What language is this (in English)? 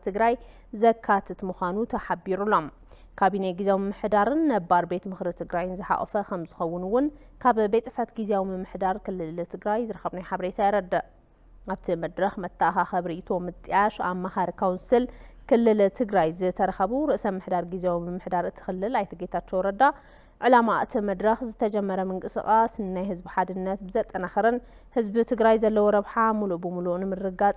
Tigrinya